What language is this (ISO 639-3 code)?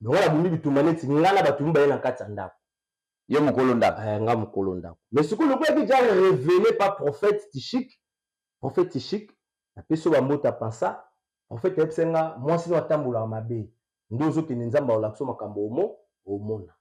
lin